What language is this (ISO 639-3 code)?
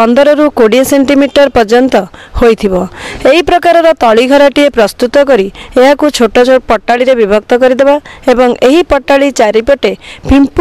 ori